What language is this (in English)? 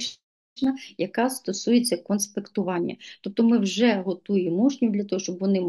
Ukrainian